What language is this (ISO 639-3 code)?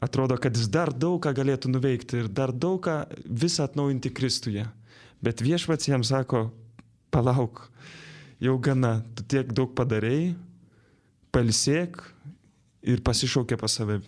lit